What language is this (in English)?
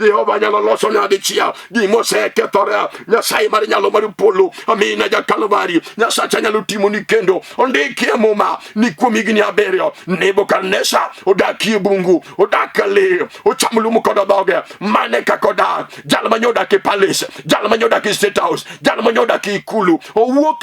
Luo (Kenya and Tanzania)